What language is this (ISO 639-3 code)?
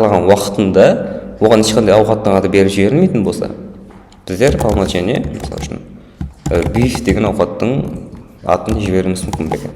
kaa